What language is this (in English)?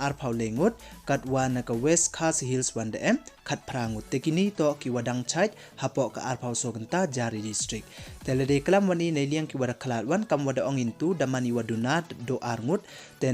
Pnar